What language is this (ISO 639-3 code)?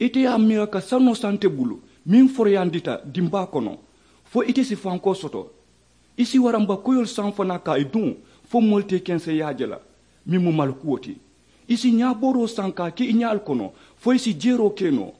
man